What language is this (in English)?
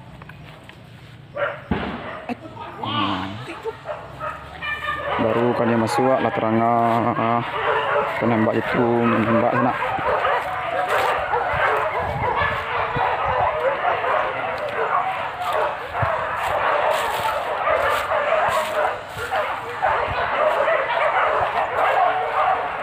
Malay